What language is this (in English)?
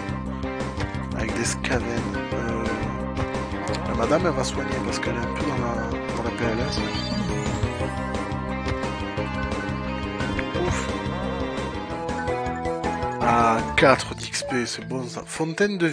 French